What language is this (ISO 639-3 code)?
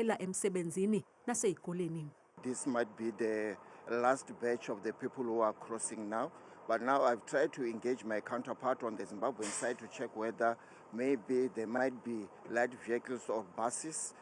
zul